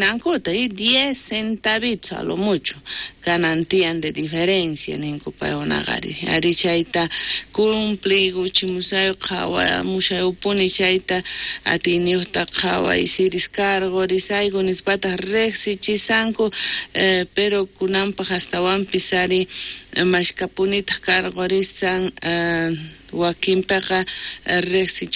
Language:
South Bolivian Quechua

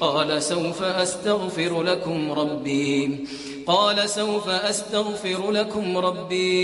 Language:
Kashmiri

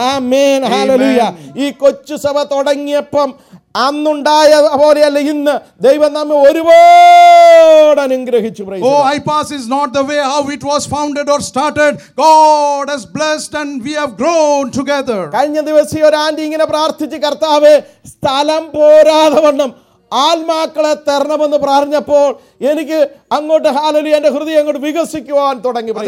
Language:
Malayalam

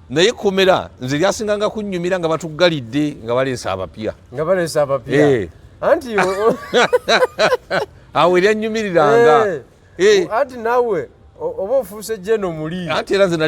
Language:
Ganda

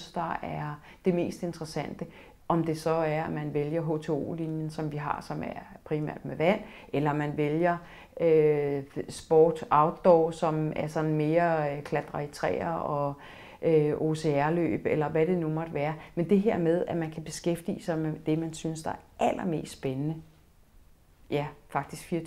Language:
Danish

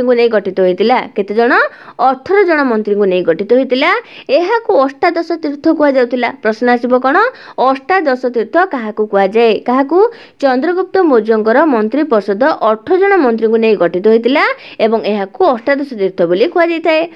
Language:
Odia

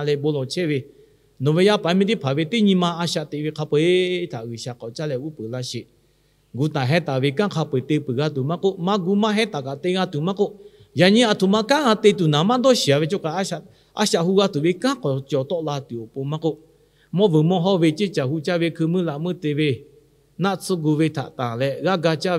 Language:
Lahu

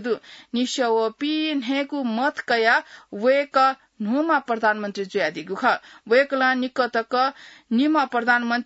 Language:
Newari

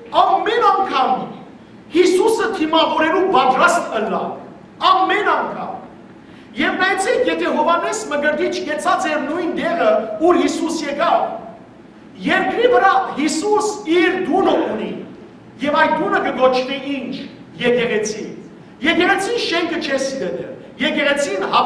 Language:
Western Armenian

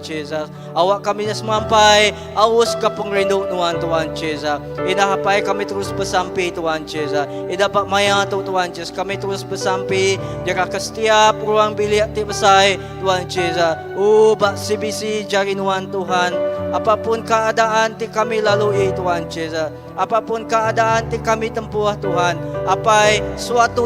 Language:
Iban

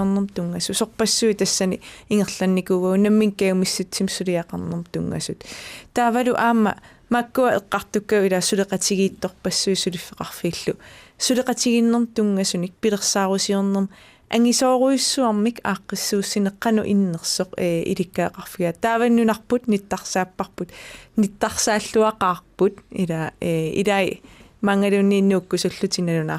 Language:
Kalaallisut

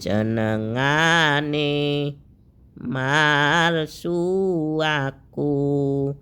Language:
Javanese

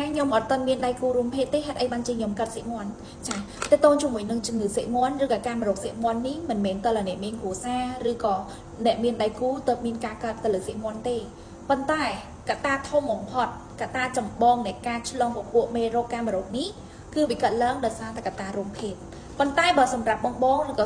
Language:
Khmer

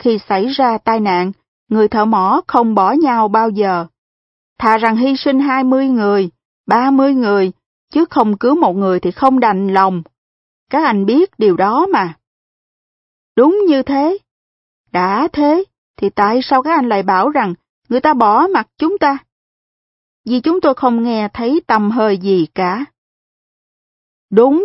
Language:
Vietnamese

